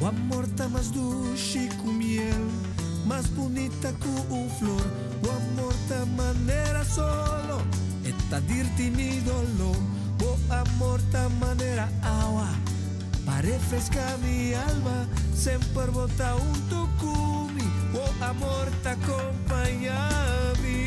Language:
Papiamento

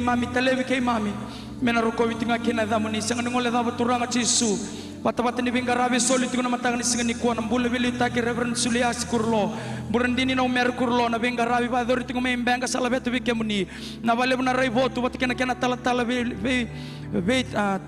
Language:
Fijian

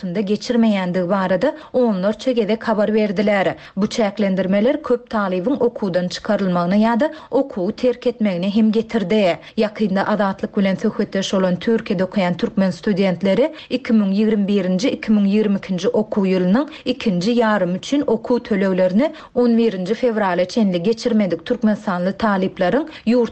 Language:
Turkmen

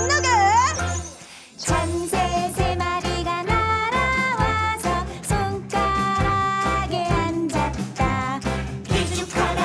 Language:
Korean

